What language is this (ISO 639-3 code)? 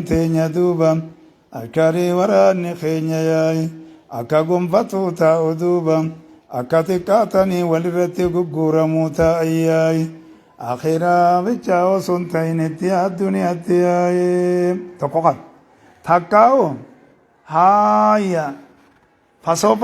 orm